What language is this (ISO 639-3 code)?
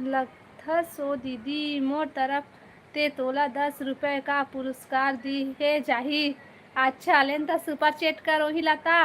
hne